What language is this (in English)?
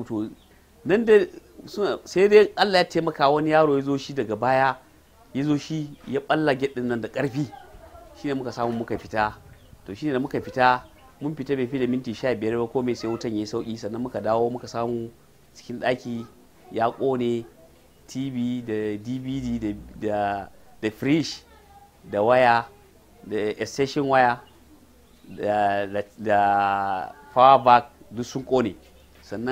Hausa